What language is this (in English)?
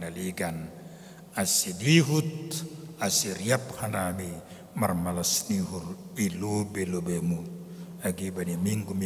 Batak Simalungun